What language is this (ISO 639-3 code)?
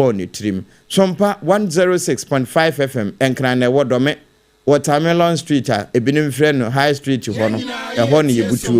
aka